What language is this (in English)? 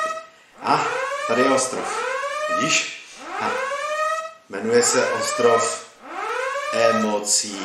Czech